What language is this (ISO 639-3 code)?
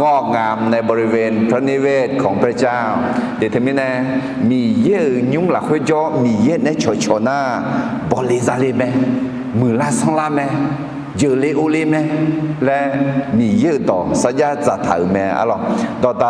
ahk